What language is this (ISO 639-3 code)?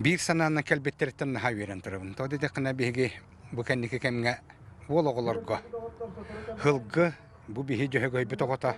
sah